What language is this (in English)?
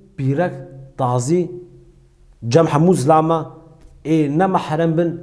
Kurdish